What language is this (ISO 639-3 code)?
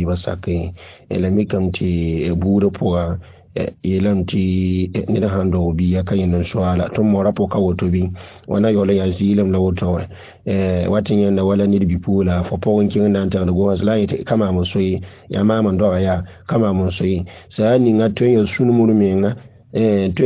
mos